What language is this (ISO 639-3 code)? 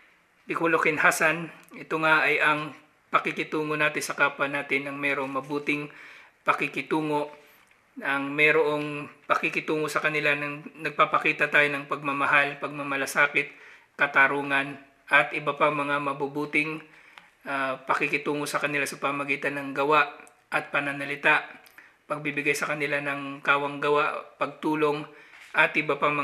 fil